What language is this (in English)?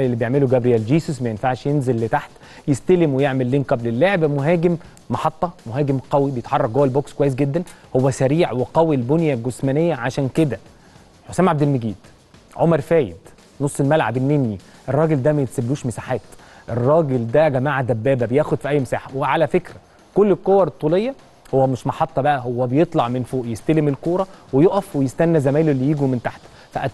Egyptian Arabic